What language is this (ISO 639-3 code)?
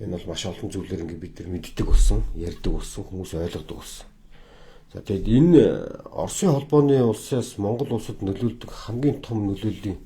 mon